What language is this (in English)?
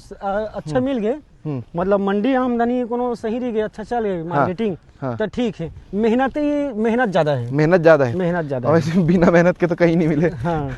Chhattisgarhi